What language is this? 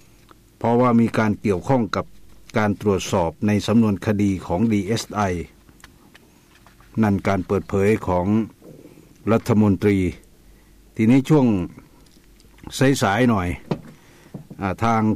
Thai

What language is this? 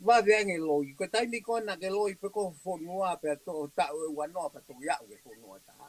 Tongan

